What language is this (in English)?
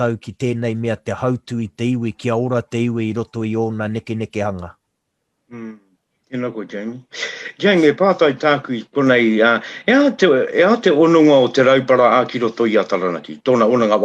Māori